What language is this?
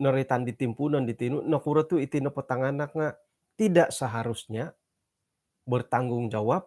Central Dusun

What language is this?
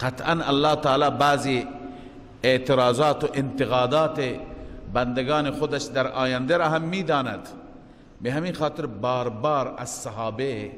Persian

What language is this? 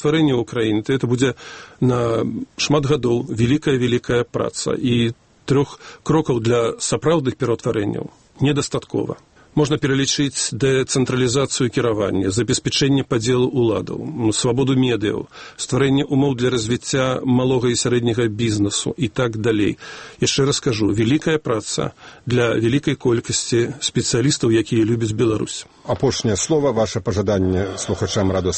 Belarusian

